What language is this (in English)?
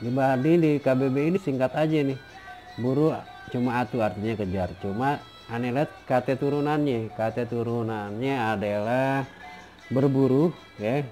Betawi